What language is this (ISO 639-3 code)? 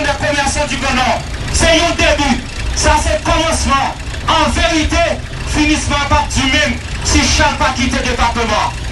hat